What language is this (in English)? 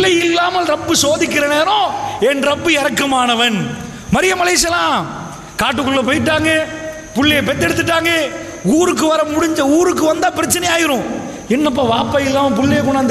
Tamil